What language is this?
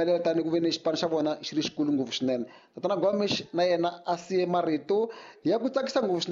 Tsonga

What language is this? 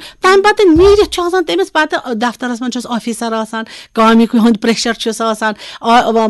Kashmiri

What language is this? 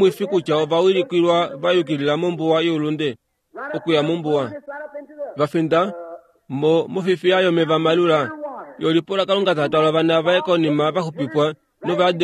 Kuanyama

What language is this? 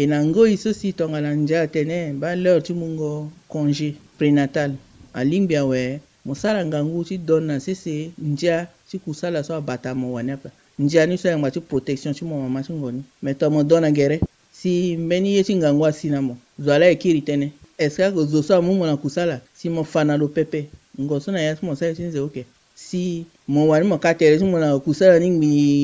Sango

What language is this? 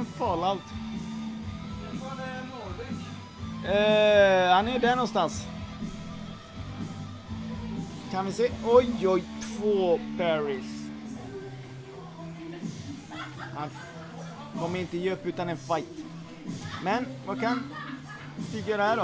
Swedish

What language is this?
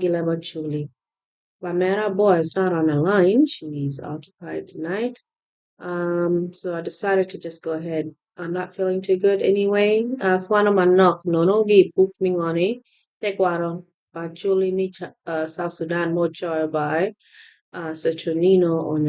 Acoli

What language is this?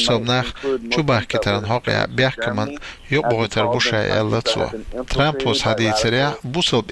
Chechen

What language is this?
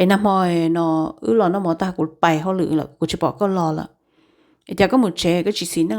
Hmong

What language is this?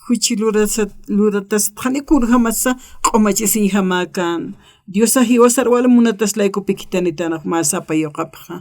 Aymara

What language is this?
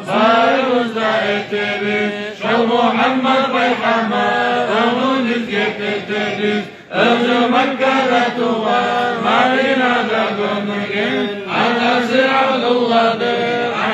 Kumyk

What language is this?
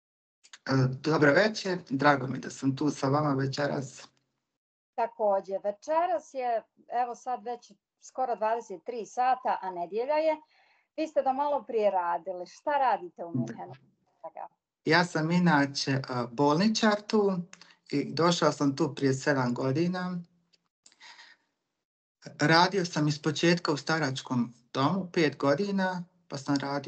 Bosnian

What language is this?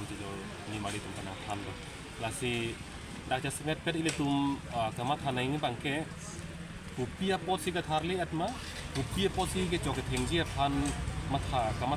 Karbi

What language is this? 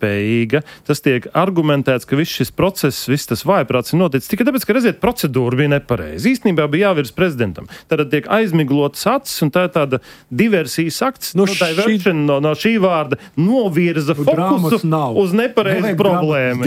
Latvian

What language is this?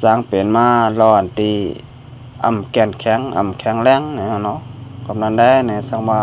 Shan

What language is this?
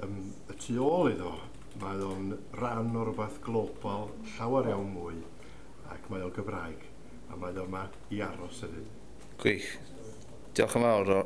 Welsh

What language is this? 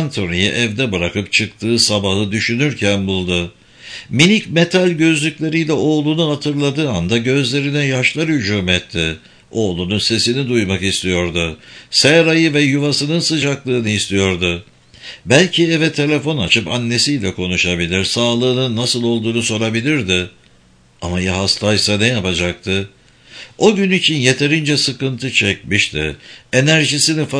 Turkish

